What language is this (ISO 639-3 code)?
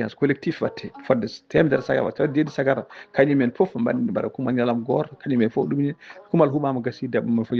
ful